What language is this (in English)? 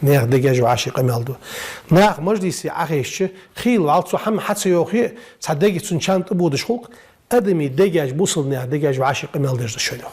Ingush